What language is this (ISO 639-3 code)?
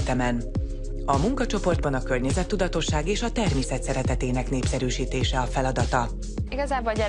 hun